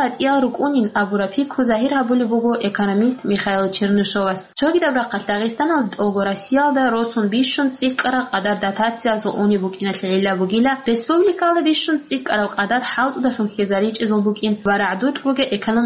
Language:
Avaric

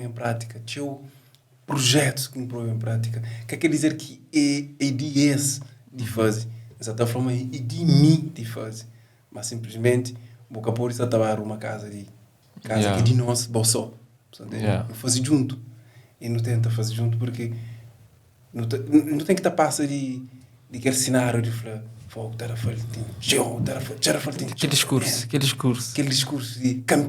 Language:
Kabuverdianu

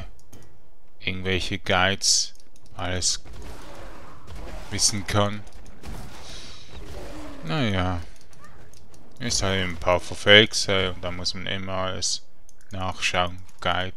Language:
German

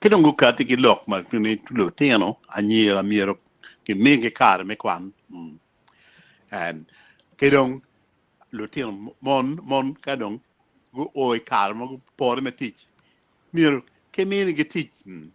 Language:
Acoli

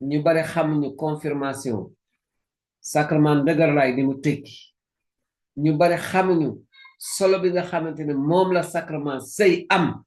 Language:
Wolof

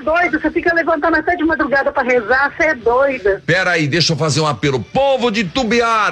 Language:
Portuguese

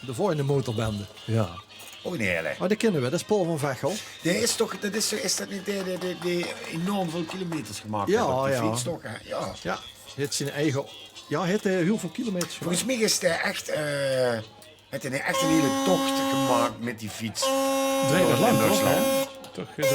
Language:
Limburgish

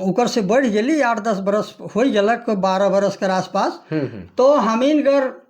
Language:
Sadri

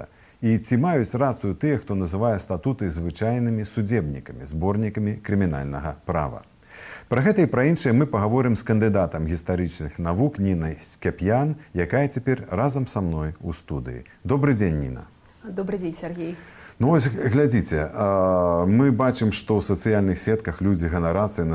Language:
Belarusian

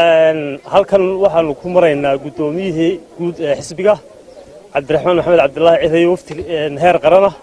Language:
Somali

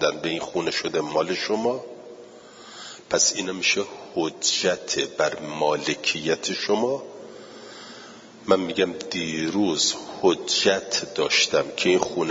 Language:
Persian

